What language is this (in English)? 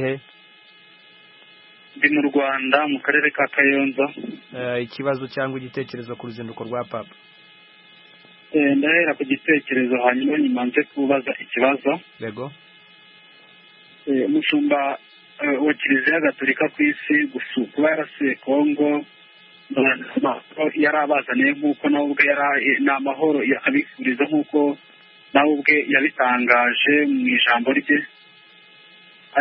Kinyarwanda